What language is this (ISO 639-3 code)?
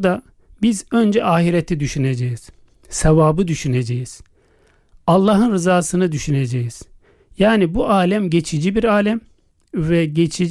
tur